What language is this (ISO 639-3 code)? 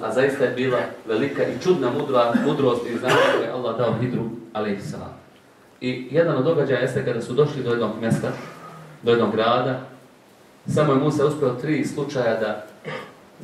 bos